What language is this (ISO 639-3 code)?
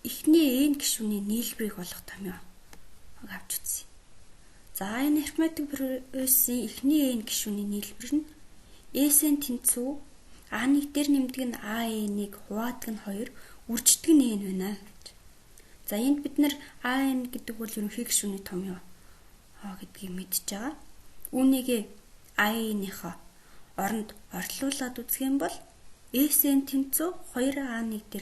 mon